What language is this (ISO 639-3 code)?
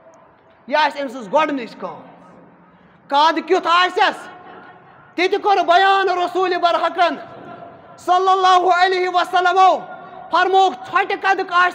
kas